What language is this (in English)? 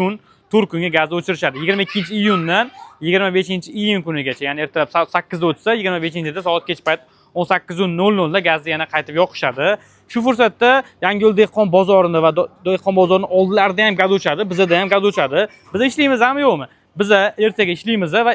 Uzbek